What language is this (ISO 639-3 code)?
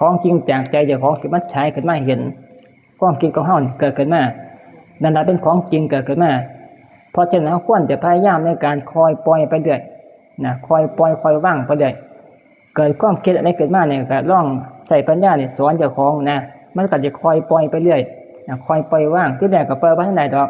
tts